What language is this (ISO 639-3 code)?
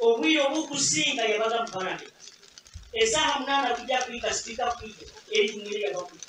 nyn